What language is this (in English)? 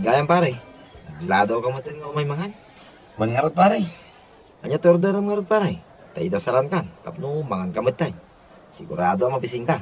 Iloko